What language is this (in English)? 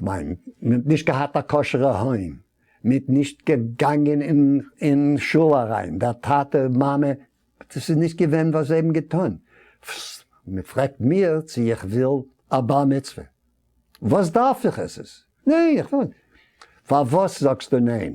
Yiddish